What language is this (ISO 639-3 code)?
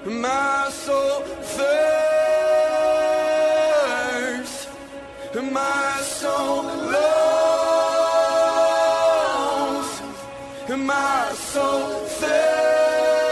est